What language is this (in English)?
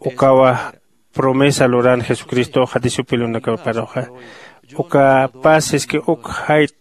Aymara